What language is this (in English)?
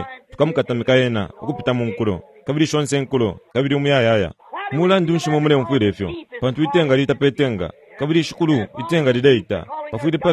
Bemba